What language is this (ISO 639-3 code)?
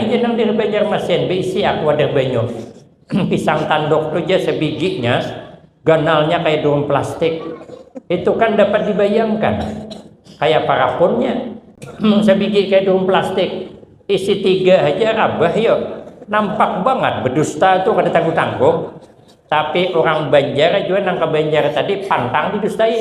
bjn